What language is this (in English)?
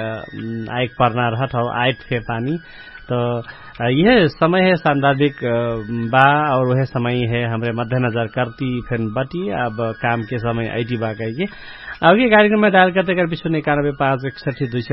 Bhojpuri